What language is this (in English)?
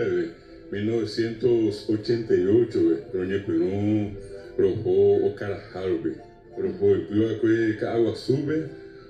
Guarani